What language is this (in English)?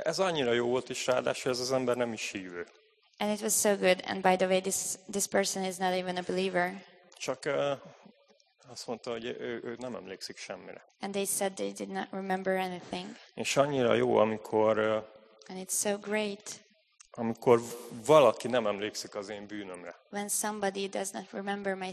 Hungarian